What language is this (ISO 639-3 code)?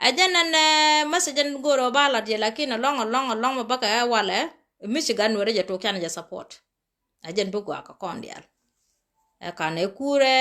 nus